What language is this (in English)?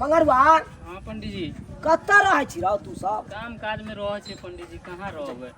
Maithili